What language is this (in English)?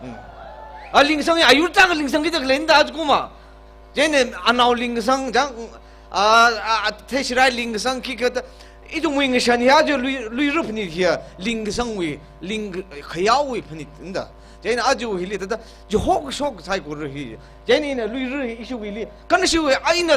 Tangkhul Naga (India)